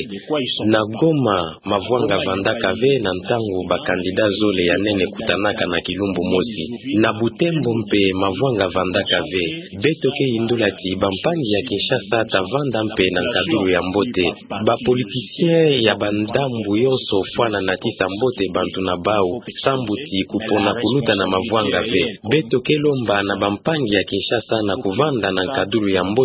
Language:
Kituba (Democratic Republic of Congo)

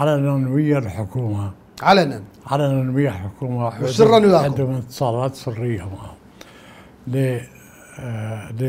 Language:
Mesopotamian Arabic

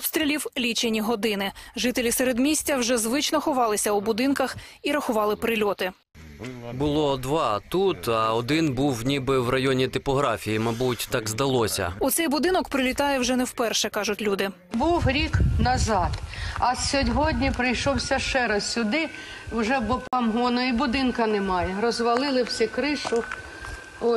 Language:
Ukrainian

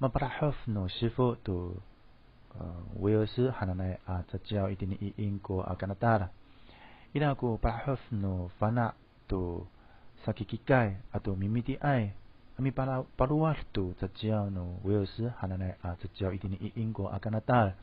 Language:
Amis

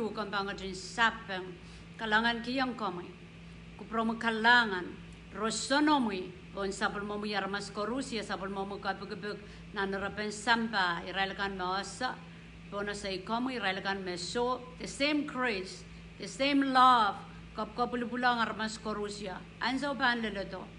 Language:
Pohnpeian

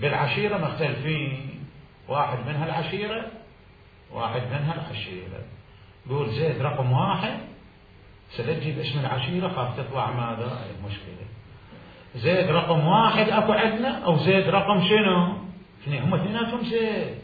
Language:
Mesopotamian Arabic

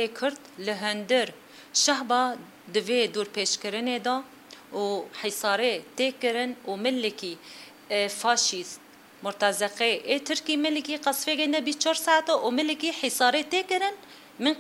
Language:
Kurdish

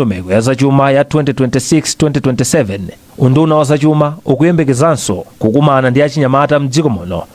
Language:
Nyanja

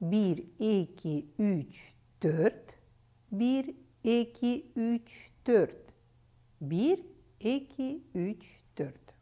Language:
Kyrgyz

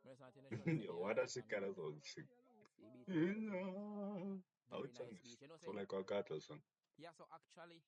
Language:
Jamaican Creole English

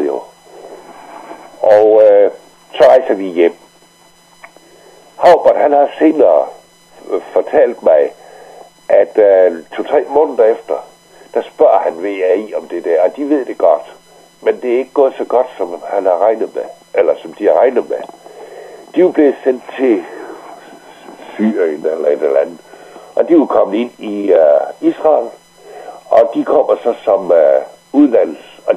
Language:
Danish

